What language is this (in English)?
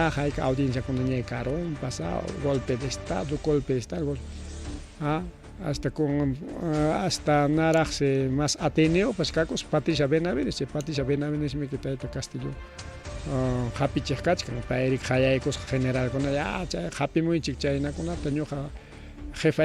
Ayacucho Quechua